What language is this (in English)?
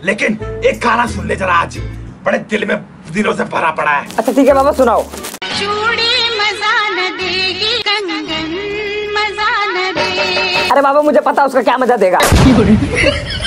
Hindi